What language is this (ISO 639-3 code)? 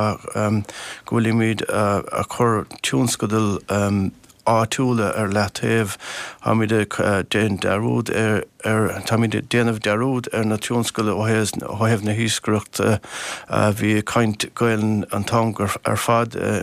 gle